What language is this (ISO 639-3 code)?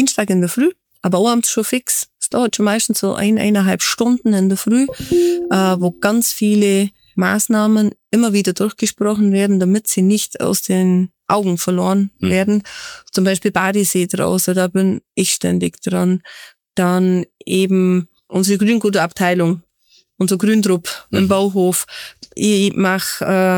deu